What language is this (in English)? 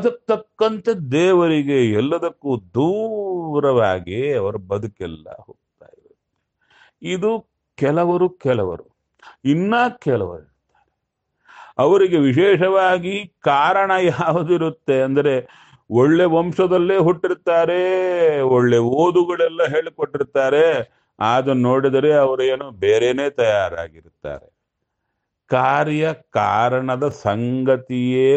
Kannada